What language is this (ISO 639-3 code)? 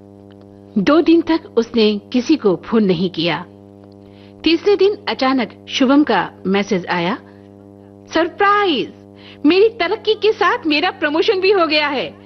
hin